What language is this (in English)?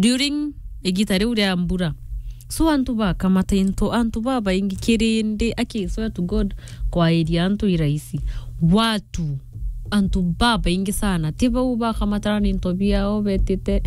Meru